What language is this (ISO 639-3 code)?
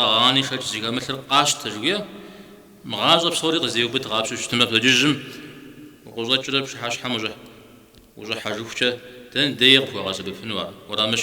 kbd